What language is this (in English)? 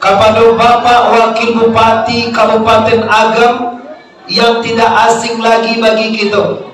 Minangkabau